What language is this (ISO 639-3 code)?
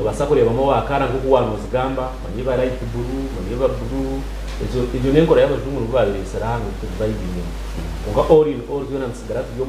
nyn